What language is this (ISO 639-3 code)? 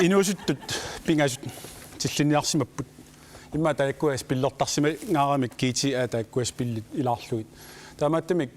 kal